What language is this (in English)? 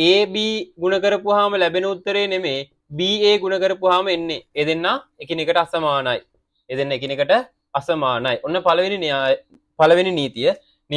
Sinhala